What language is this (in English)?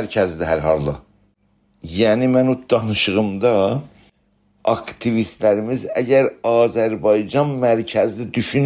South Azerbaijani